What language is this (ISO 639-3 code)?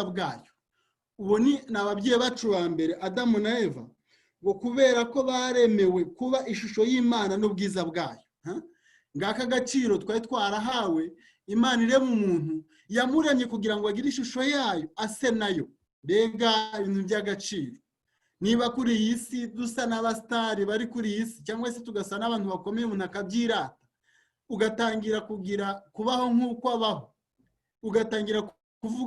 kin